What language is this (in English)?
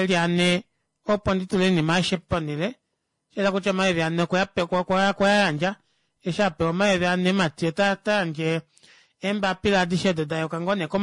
Kuanyama